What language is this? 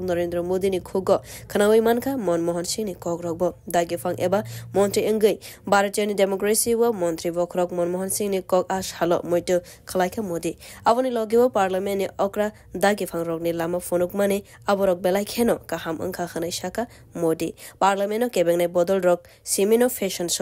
Kok Borok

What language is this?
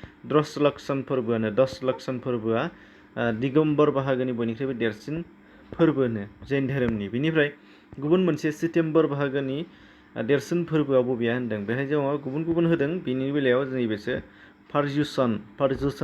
Bodo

